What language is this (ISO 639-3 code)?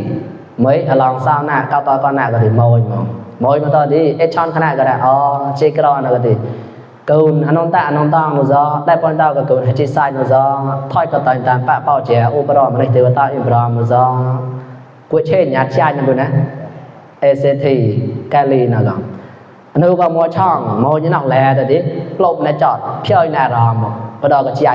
mnw